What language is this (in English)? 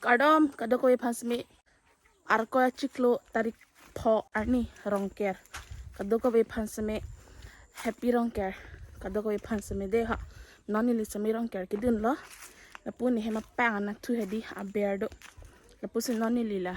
Karbi